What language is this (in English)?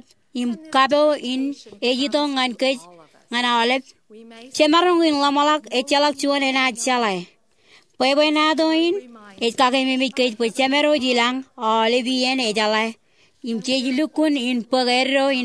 Marshallese